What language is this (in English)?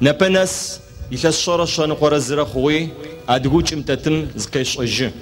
Adyghe